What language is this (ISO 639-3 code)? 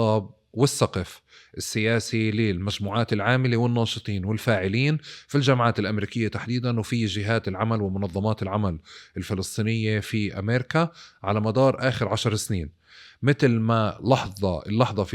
apc